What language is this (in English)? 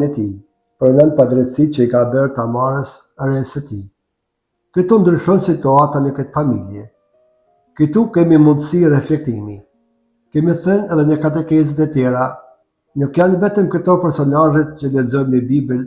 Albanian